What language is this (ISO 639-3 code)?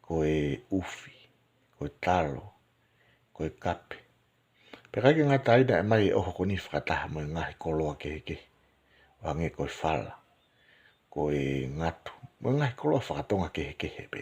ton